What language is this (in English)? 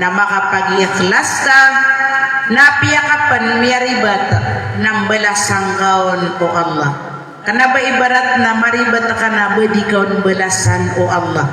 Maranao